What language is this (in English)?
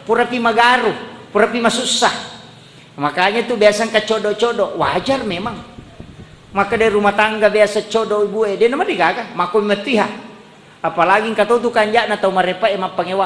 Buginese